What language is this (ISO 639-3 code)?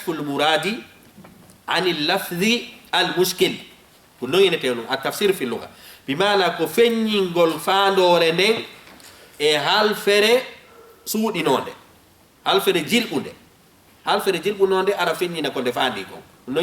ful